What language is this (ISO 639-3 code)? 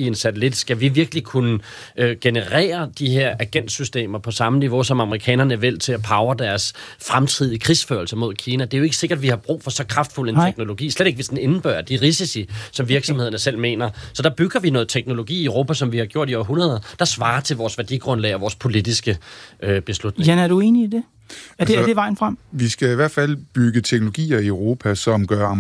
dan